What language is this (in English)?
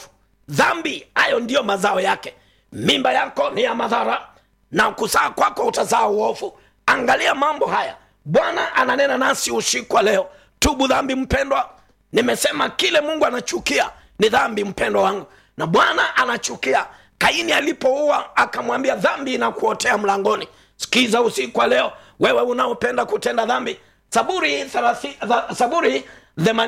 Swahili